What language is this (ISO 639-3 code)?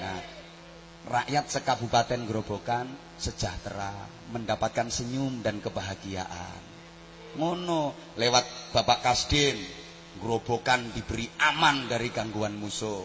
jav